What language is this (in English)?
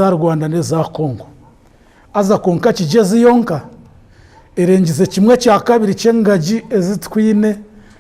Nyankole